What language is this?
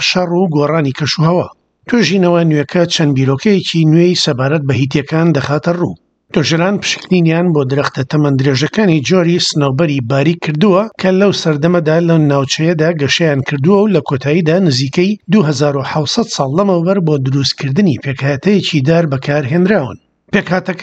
Central Kurdish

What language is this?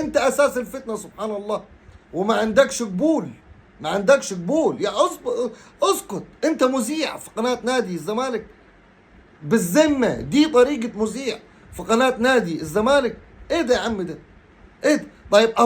Egyptian Arabic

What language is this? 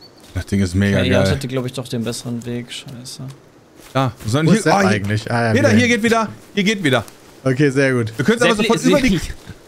German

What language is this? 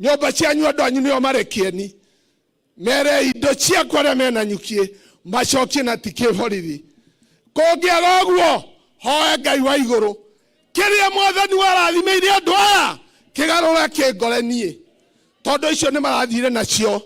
Kikuyu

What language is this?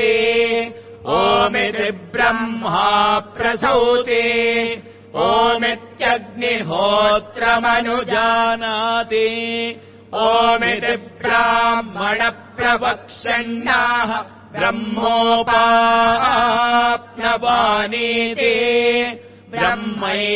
Sanskrit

